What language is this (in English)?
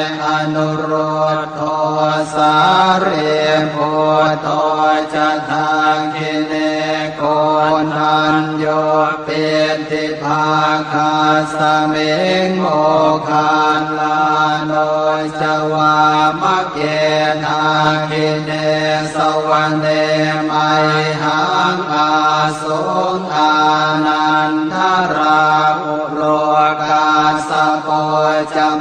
Pali